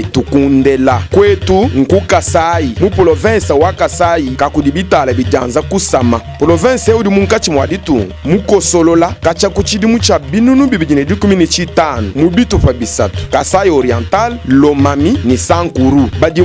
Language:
Luba-Lulua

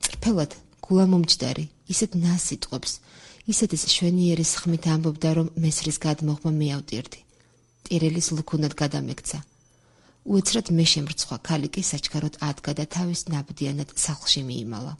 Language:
Georgian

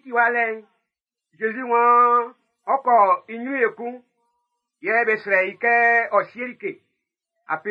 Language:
Baoulé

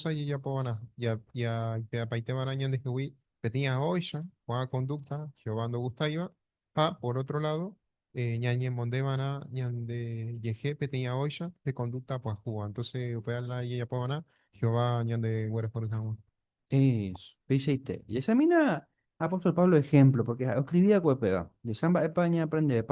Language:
Guarani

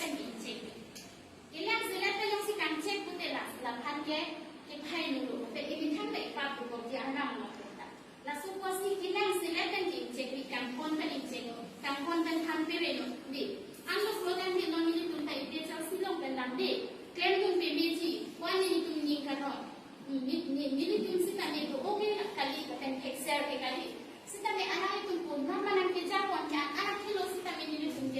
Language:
Karbi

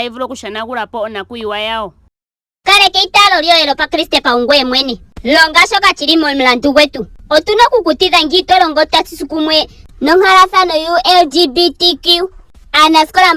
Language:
Ndonga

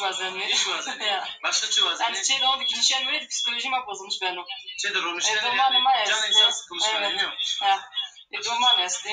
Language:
Zaza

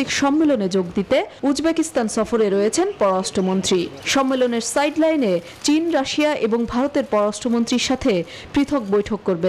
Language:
Bangla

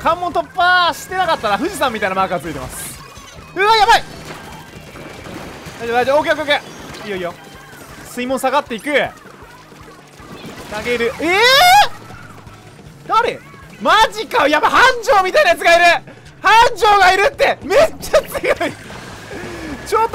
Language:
Japanese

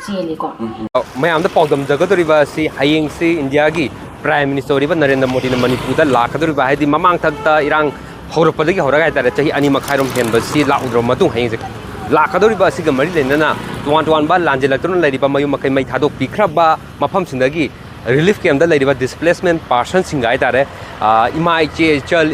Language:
Manipuri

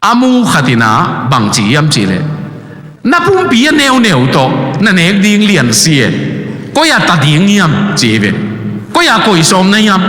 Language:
Tedim Chin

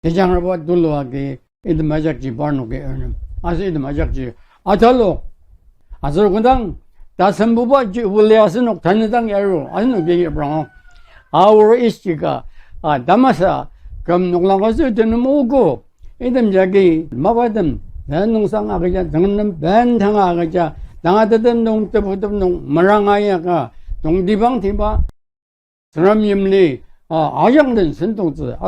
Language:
Ao Naga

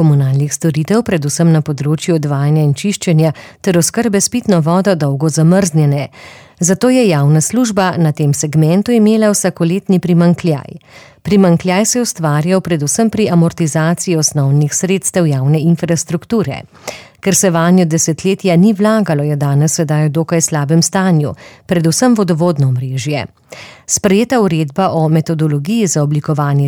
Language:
Slovenian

